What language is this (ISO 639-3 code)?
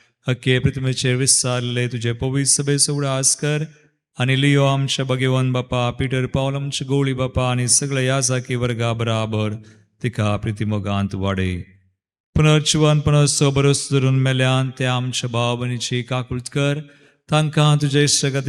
kok